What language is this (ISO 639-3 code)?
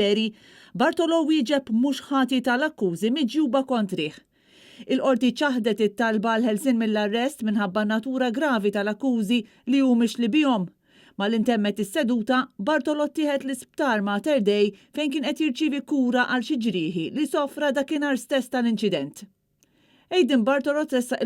mlt